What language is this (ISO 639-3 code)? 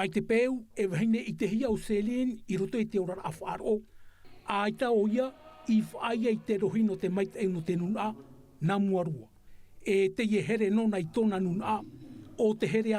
tah